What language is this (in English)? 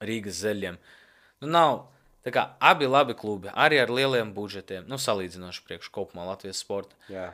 Latvian